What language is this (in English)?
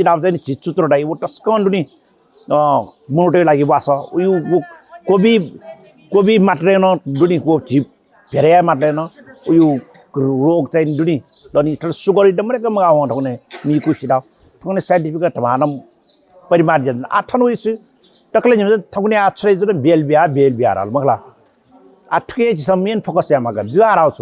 Newari